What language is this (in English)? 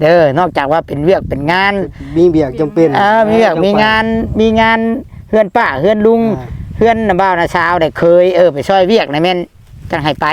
Northeastern Thai